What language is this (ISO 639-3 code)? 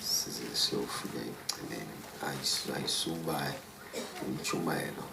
zul